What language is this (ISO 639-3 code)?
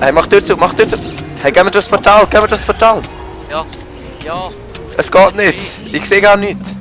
gsw